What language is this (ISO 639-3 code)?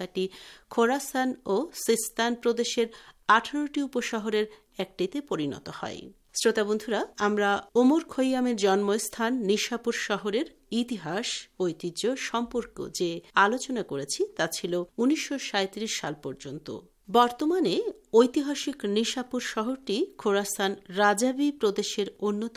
ben